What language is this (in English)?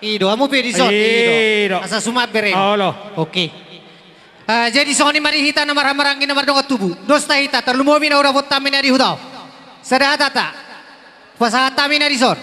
Batak Toba